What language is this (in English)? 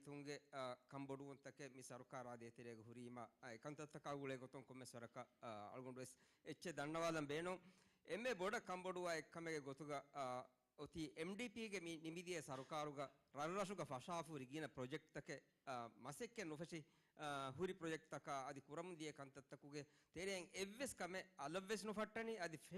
Divehi